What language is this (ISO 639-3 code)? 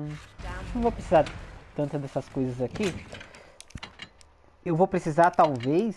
por